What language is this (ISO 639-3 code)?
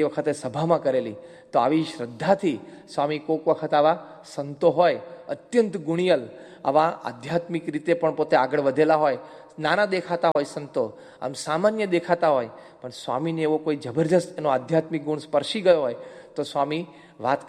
guj